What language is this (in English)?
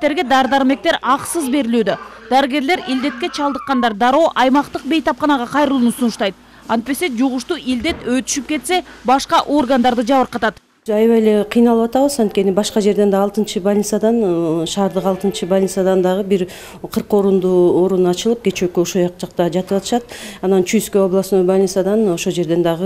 Kyrgyz